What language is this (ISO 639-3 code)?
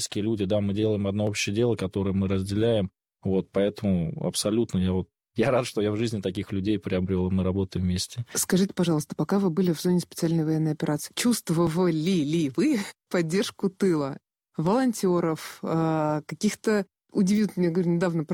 rus